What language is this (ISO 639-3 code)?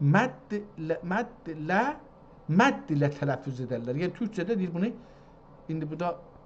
azb